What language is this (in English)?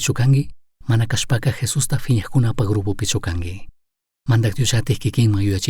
Chimborazo Highland Quichua